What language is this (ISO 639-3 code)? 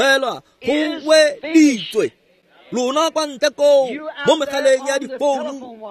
tsn